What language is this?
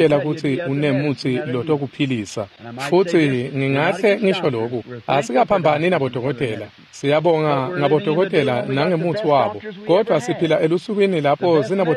Swati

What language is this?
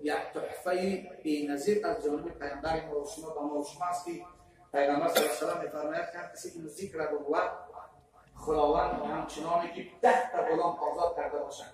Tajik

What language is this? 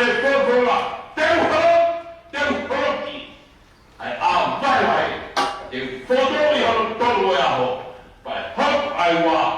Tongan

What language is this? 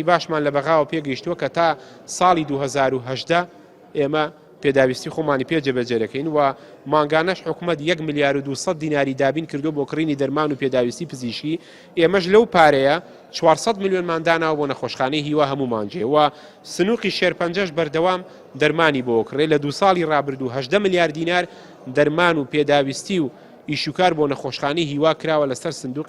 Central Kurdish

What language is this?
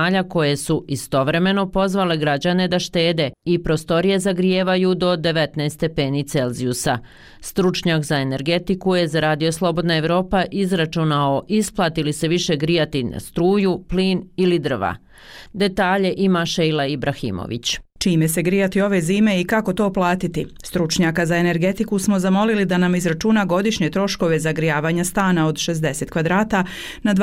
Bosnian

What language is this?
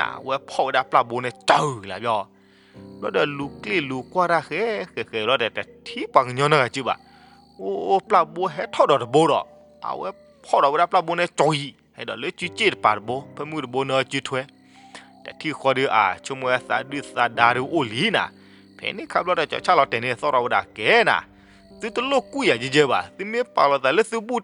S'gaw Karen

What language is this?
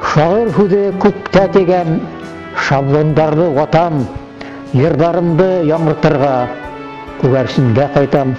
Bashkir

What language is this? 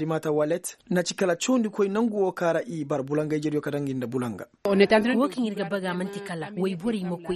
Koyraboro Senni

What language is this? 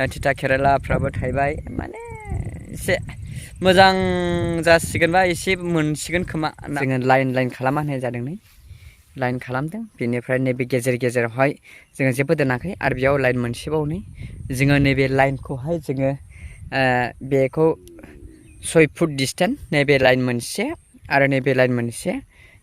Bodo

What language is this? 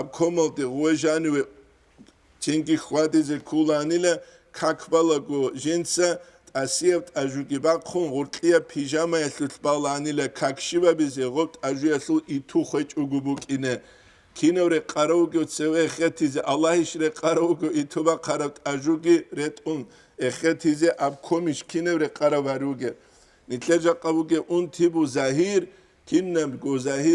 Avaric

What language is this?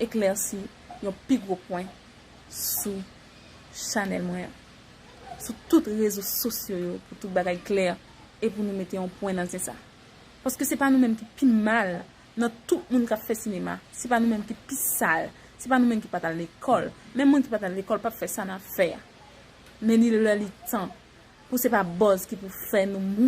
Haitian Creole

